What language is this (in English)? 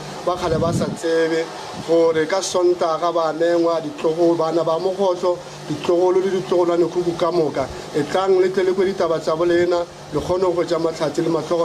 Northern Sotho